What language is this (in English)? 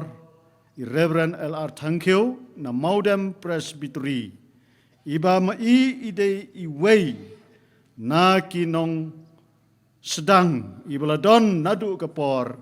Khasi